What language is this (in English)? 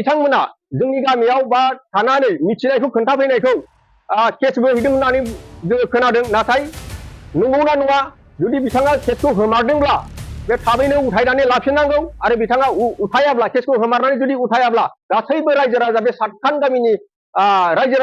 Bodo